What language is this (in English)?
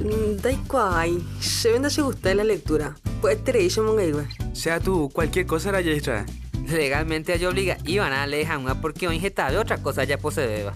Guarani